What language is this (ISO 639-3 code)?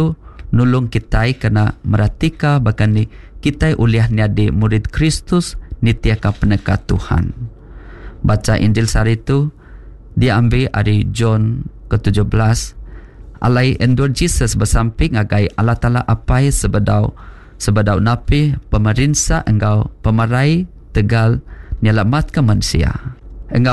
iba